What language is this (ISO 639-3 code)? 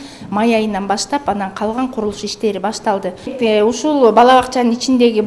kir